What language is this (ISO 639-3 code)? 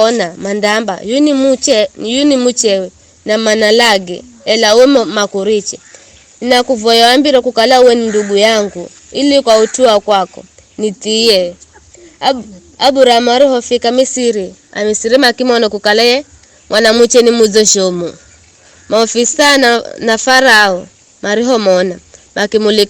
nyf